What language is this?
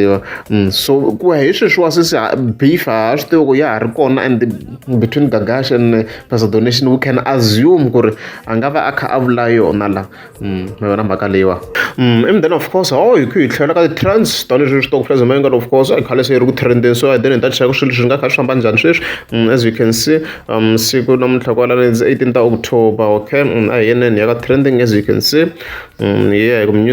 Tsonga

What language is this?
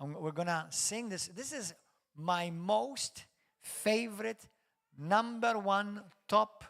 English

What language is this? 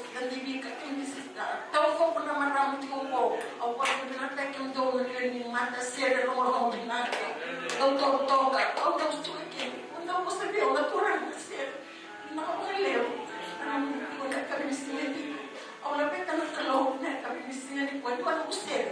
Fijian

